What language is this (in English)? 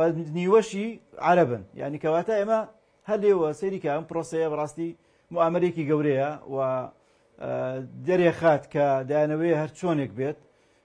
Central Kurdish